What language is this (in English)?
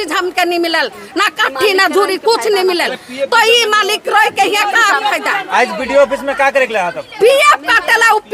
Sadri